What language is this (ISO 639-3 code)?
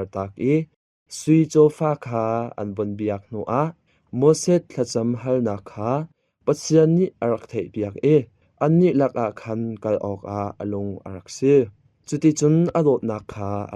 cnh